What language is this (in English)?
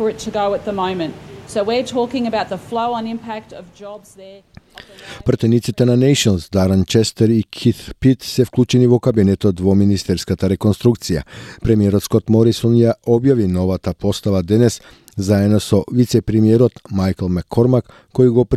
Macedonian